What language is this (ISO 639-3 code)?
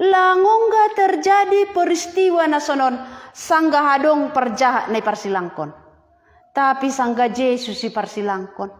bts